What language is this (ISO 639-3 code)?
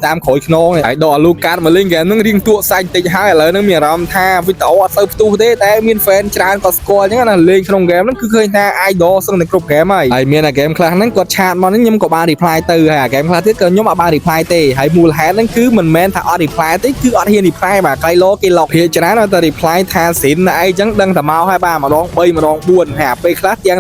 khm